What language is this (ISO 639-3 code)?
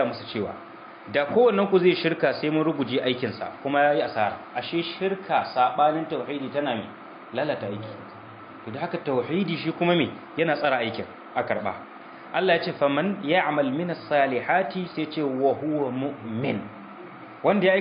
hau